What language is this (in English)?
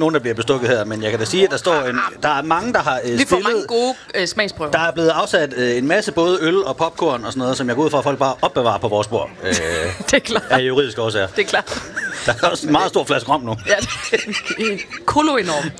Danish